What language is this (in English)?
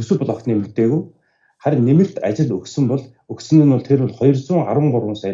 Mongolian